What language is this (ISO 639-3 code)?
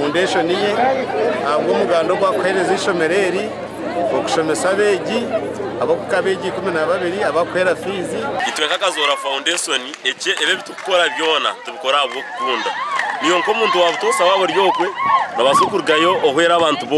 nyn